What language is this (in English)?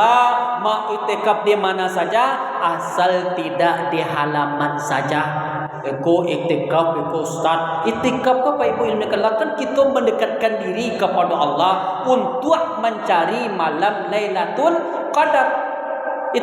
Minangkabau